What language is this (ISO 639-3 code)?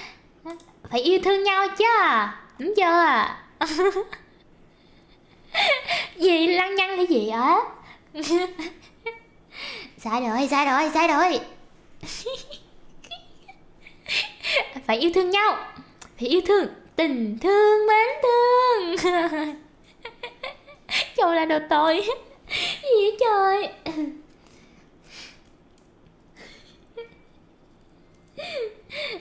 vie